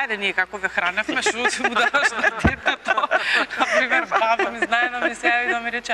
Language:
Macedonian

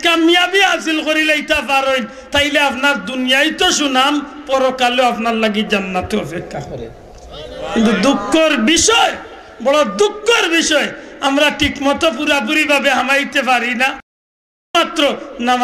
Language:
Sylheti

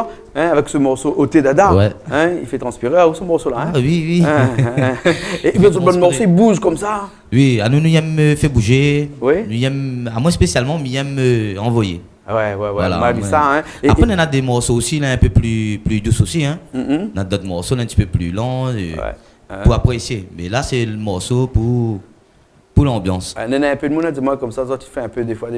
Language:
Réunion Creole French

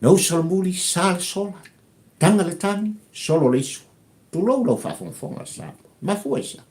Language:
Samoan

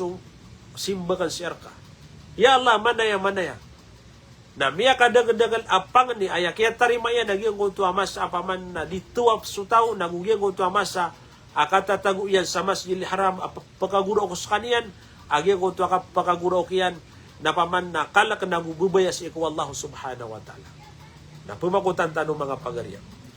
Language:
Maranao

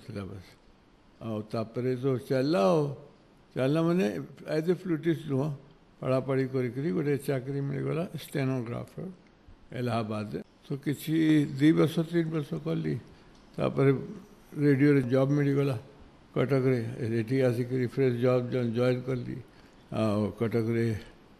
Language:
Odia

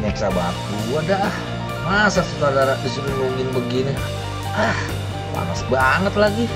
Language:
Betawi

